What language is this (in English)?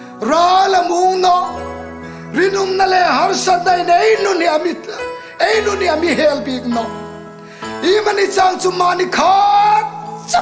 Hmar